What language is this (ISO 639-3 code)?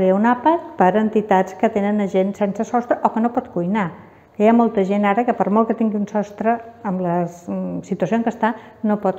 cat